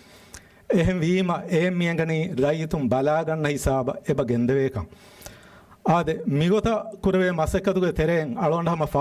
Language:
Divehi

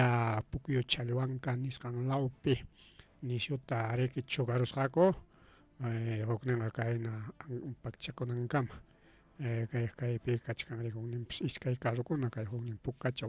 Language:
Ayacucho Quechua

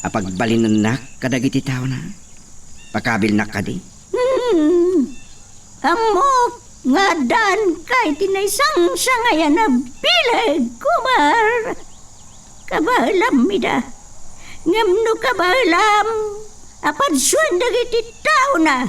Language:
Iloko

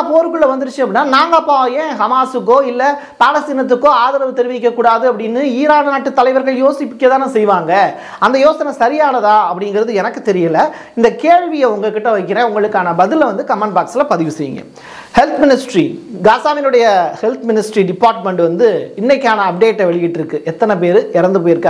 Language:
Tamil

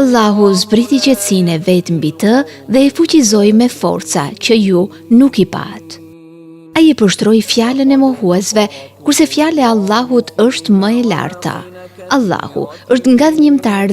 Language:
Albanian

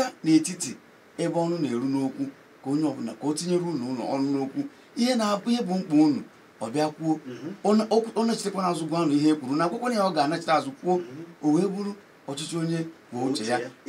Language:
Igbo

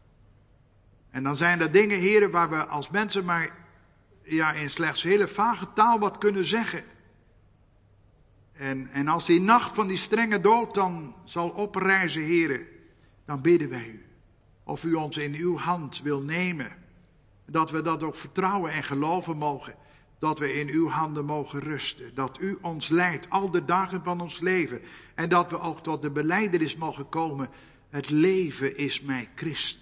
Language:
Dutch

